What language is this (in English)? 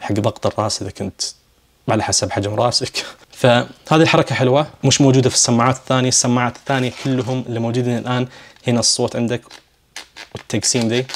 Najdi Arabic